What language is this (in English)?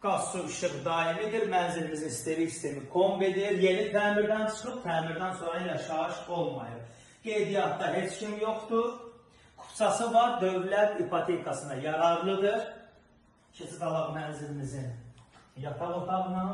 Azerbaijani